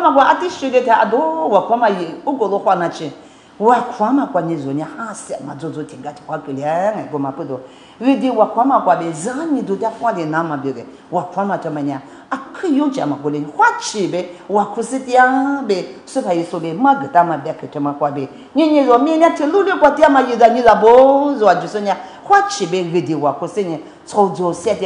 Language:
Lisu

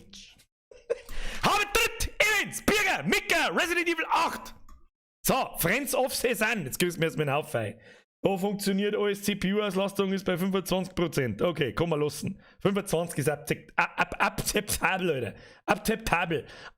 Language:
Bavarian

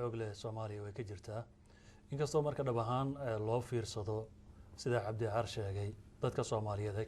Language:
Somali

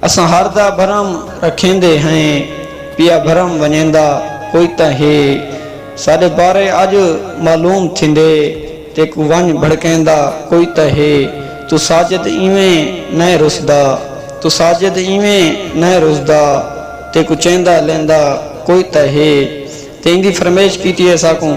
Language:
Saraiki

